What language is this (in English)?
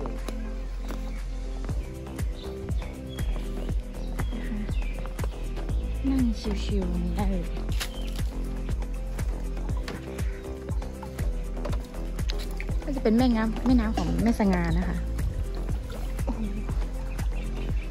Thai